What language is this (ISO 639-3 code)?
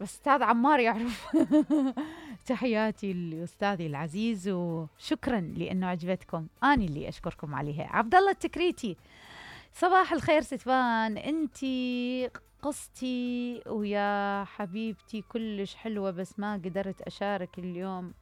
acm